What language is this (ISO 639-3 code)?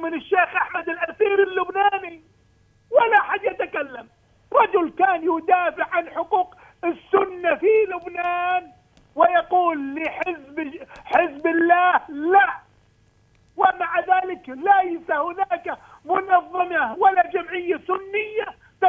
ara